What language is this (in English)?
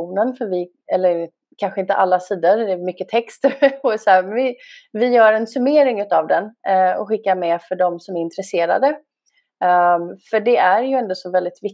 Swedish